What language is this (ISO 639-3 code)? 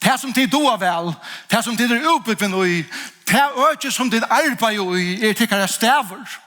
fao